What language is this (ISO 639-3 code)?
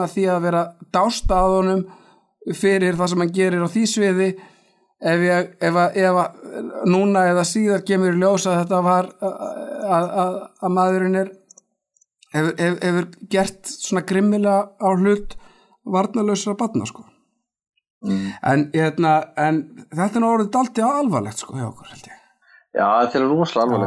isl